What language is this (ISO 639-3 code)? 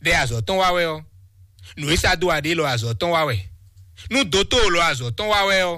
fon